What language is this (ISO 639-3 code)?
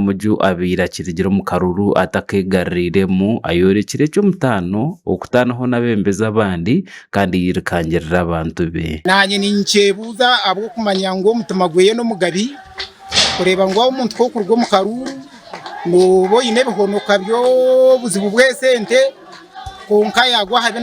nyn